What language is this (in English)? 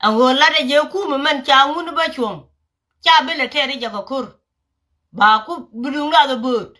Nuer